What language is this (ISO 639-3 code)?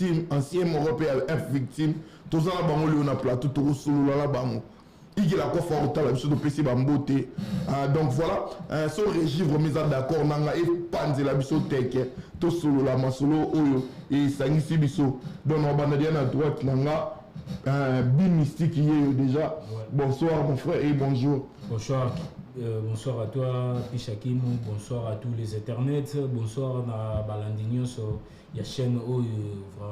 lin